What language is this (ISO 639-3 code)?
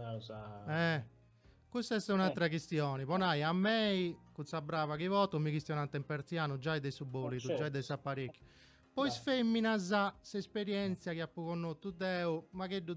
srd